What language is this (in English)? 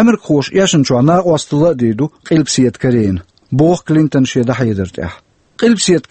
Chechen